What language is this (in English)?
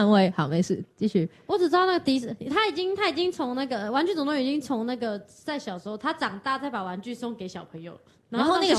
Chinese